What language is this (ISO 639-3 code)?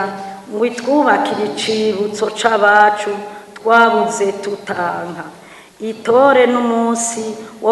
run